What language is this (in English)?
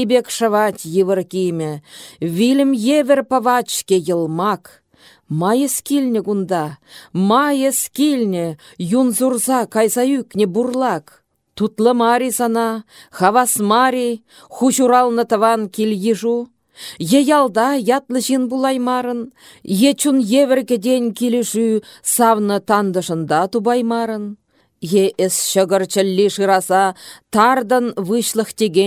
Chuvash